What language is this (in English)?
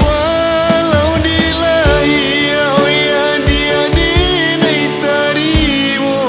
Minangkabau